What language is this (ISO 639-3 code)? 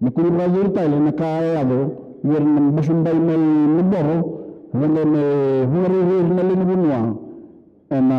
fij